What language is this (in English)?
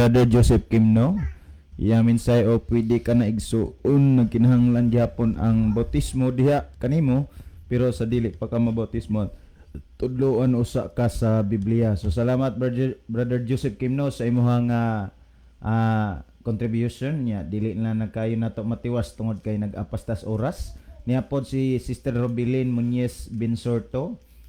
Cebuano